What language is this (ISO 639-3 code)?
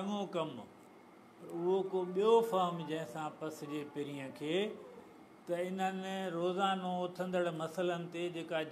snd